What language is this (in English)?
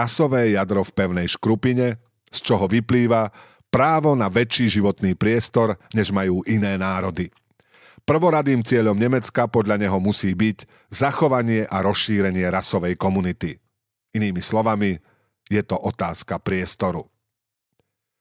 Slovak